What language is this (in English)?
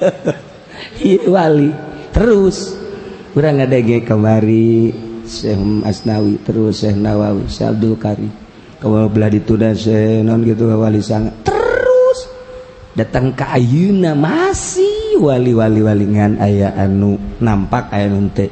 Sundanese